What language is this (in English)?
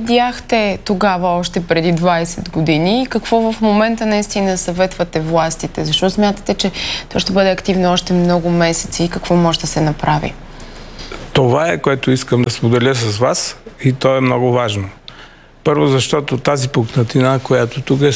Bulgarian